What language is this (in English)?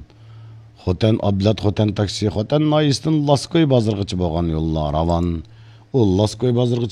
Uyghur